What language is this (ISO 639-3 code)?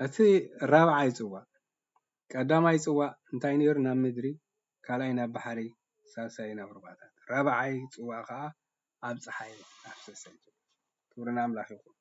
tir